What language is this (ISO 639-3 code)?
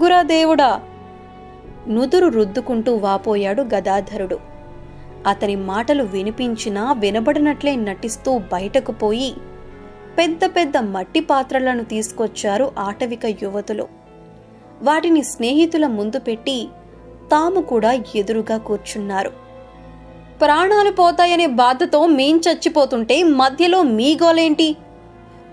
tel